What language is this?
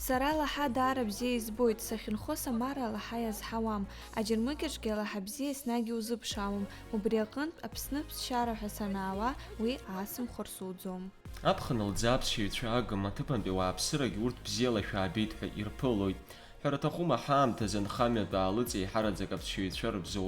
Abkhazian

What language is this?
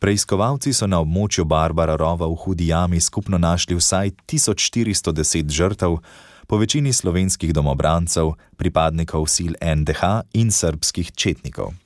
Slovenian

